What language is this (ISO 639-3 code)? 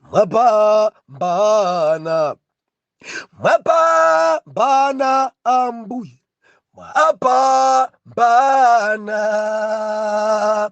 nya